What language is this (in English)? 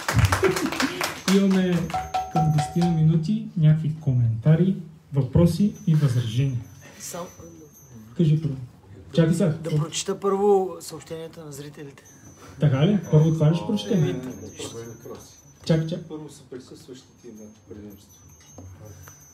Bulgarian